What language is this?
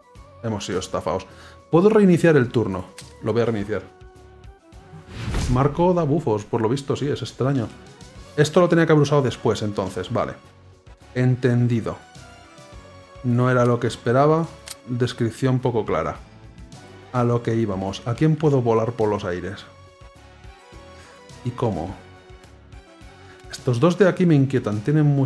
Spanish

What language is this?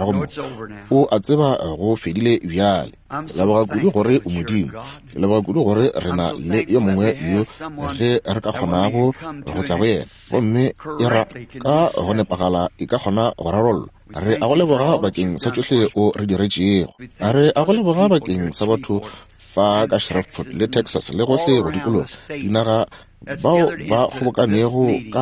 Northern Sotho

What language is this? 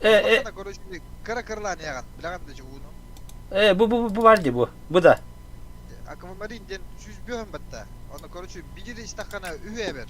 Yakut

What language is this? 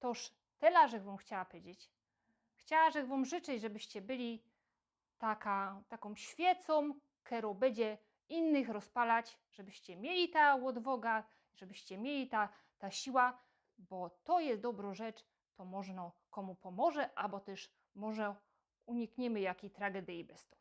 Silesian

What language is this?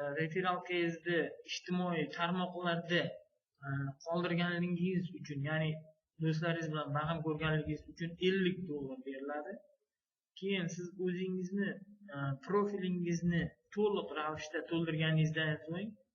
Uzbek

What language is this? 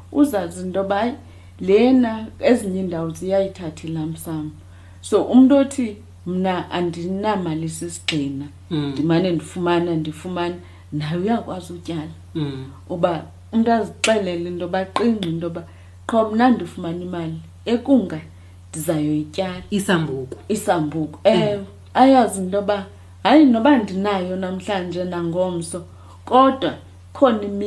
Xhosa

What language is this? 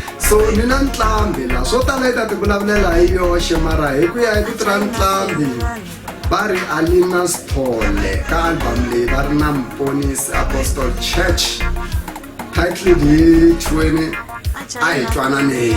Tsonga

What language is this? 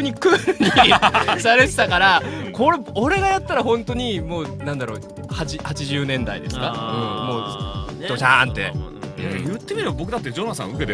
Japanese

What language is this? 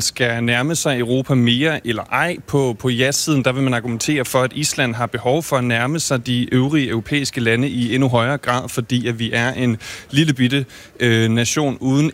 Danish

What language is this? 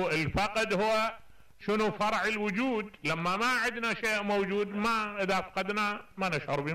Mesopotamian Arabic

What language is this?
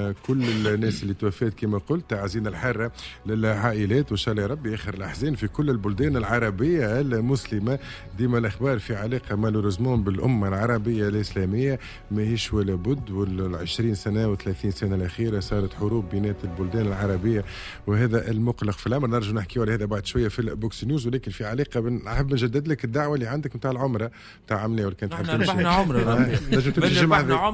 Tunisian Arabic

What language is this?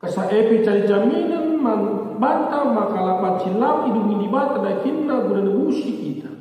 Batak Karo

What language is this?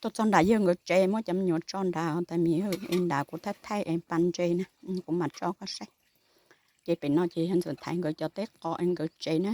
Hmong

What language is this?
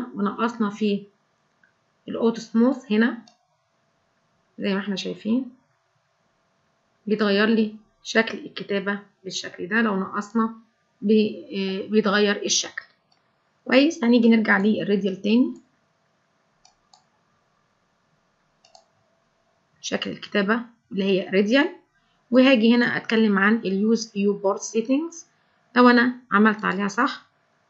Egyptian Arabic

